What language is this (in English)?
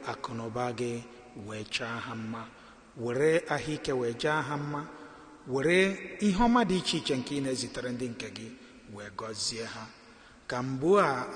Igbo